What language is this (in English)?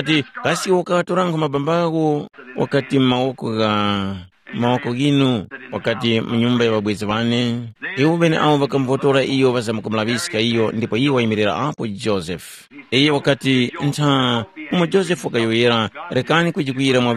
Tumbuka